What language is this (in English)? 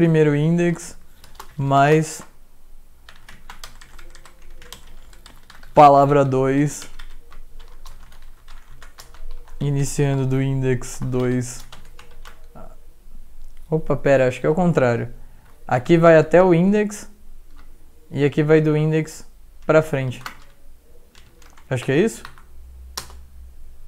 Portuguese